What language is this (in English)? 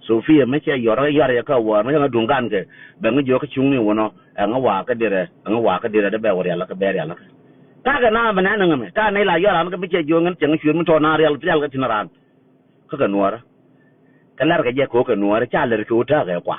Nuer